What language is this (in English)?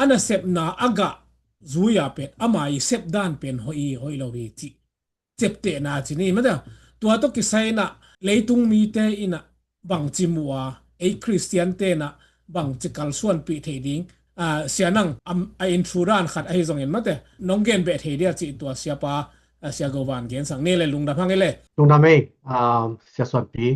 Tedim Chin